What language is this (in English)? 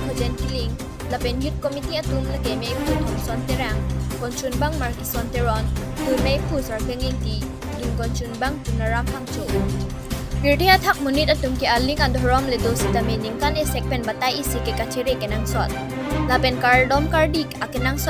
Karbi